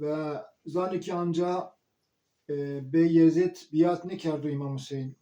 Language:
Zaza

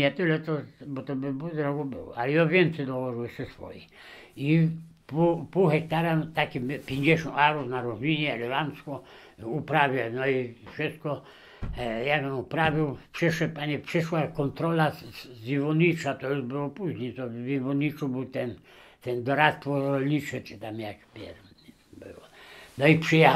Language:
Polish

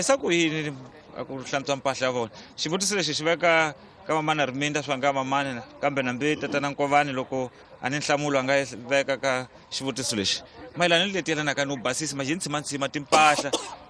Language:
Tsonga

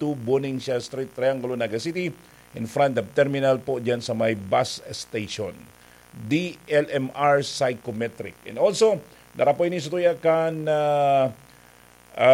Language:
Bikol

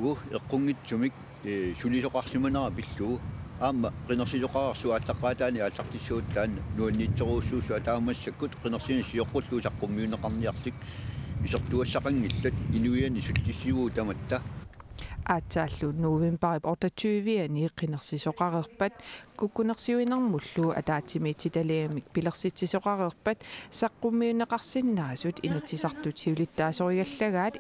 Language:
Kalaallisut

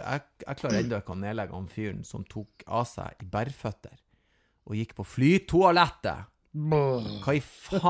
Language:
Norwegian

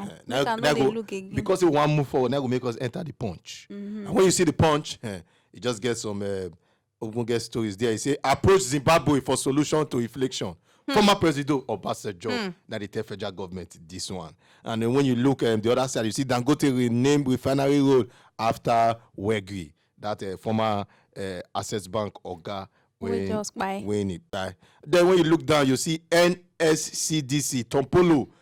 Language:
Nigerian Pidgin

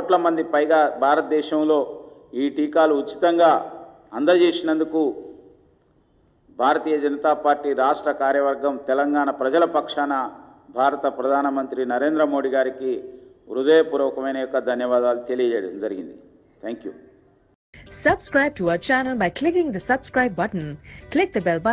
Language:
Telugu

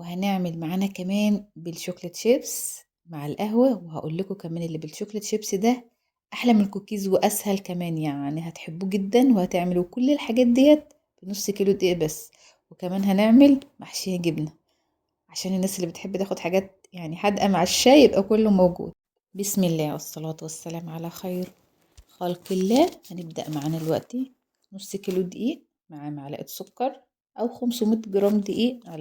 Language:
Egyptian Arabic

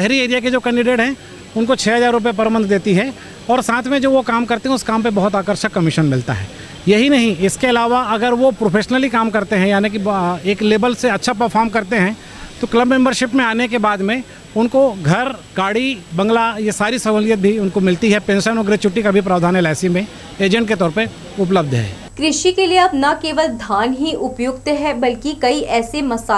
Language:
Hindi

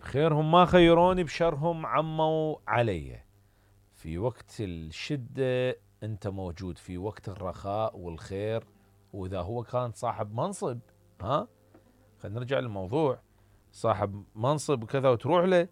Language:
Mesopotamian Arabic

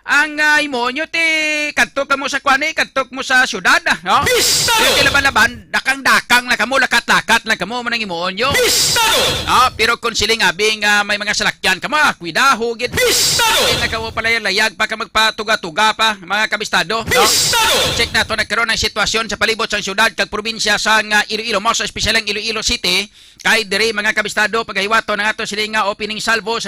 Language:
Hiligaynon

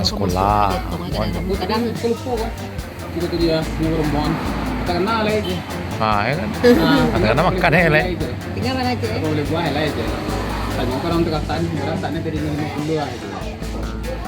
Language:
Minangkabau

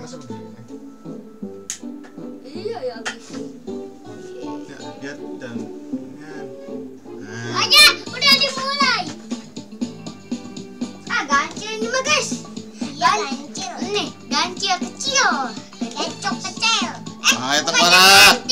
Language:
Indonesian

